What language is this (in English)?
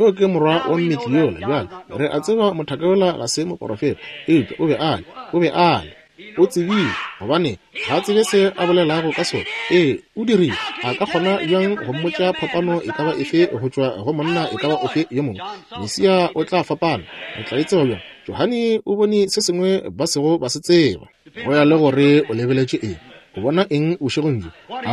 Northern Sotho